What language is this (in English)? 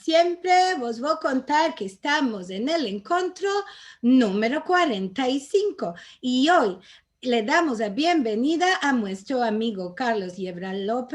Ladino